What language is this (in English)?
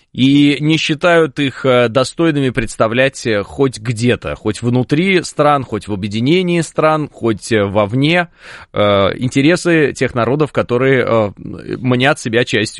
Russian